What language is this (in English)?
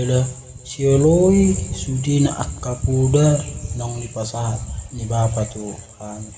Batak Toba